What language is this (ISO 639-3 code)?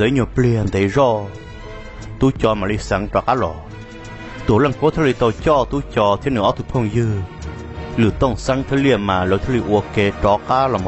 vie